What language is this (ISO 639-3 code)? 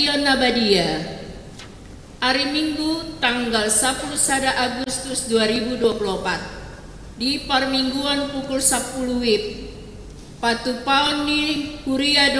bbc